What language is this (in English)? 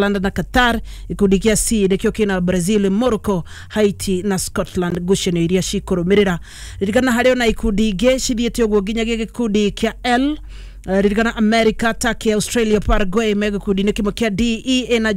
Kikuyu